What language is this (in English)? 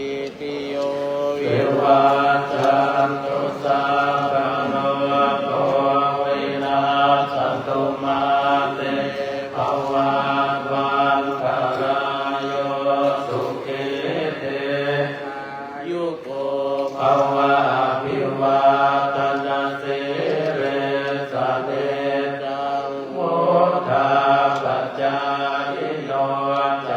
Pali